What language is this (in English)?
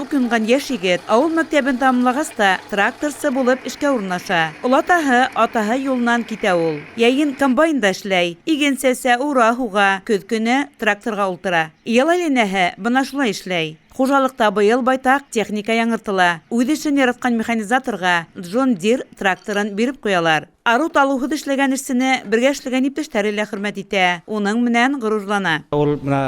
Bashkir